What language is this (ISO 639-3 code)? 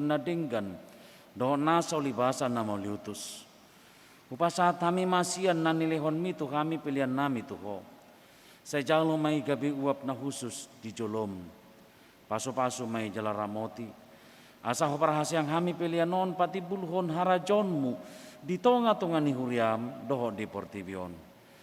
bbc